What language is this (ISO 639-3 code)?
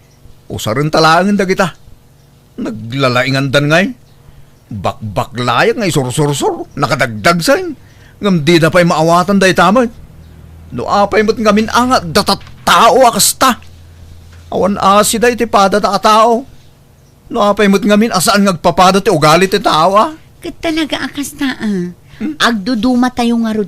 ilo